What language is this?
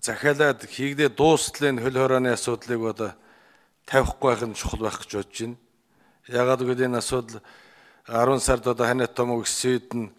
Mongolian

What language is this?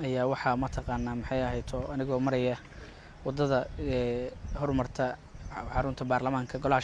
Somali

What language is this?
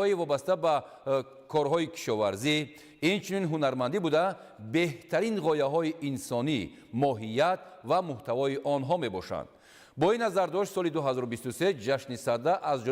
Tajik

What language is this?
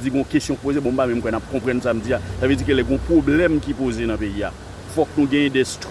Haitian Creole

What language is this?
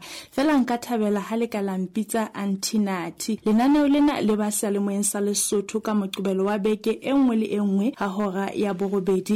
Southern Sotho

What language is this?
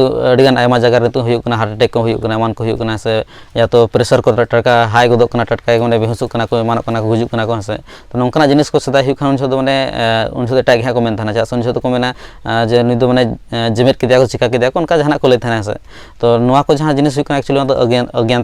Santali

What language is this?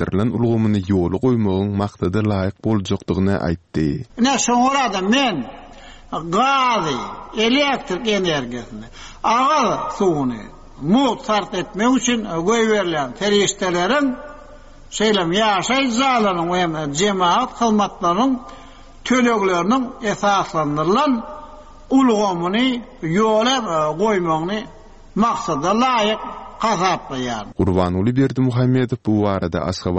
Turkmen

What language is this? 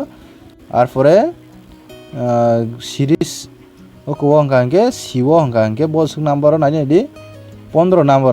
Kok Borok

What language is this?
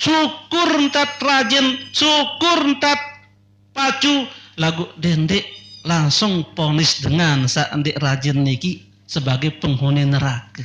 Sasak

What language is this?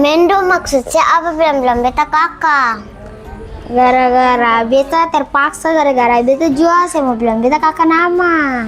Ambonese Malay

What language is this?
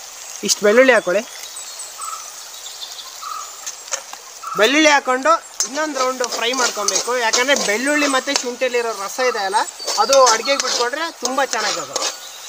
Kannada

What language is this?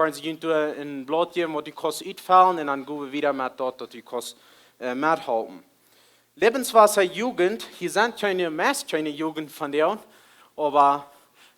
Plautdietsch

